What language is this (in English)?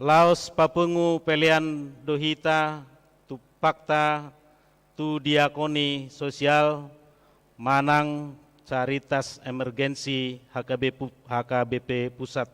Batak Toba